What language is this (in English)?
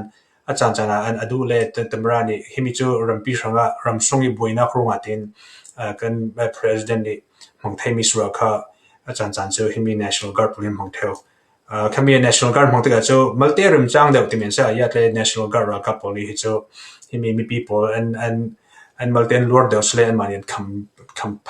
Falam Chin